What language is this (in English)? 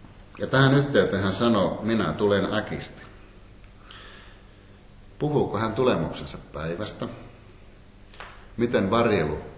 Finnish